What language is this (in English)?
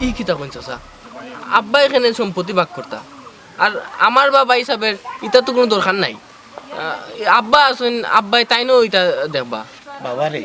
Sylheti